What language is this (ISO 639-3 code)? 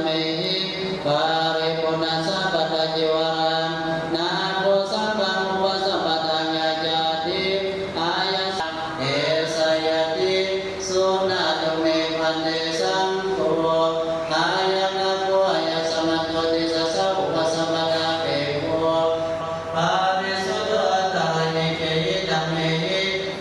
pli